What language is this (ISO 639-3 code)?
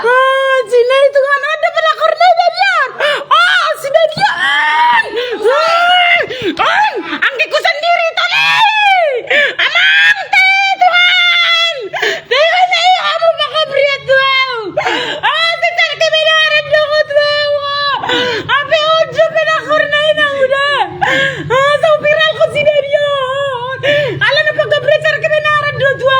bbc